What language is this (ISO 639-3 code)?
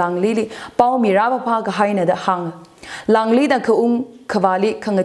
nmf